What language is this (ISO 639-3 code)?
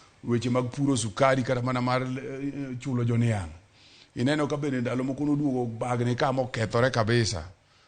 luo